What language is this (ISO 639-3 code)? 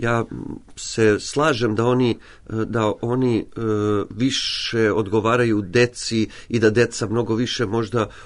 srp